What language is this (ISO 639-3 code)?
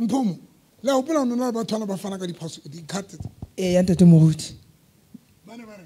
sot